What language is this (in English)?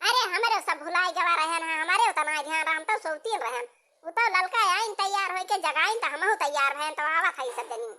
Awadhi